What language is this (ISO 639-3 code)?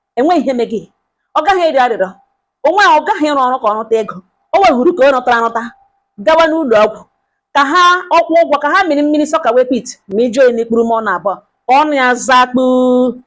ibo